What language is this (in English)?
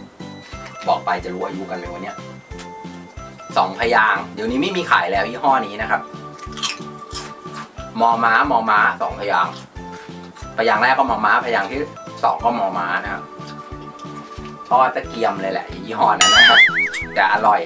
Thai